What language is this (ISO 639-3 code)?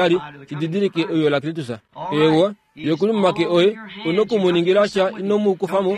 kua